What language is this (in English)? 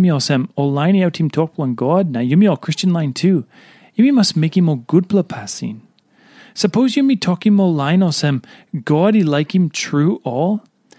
Tok Pisin